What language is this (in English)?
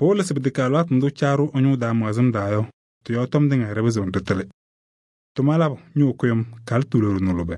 Kabiyè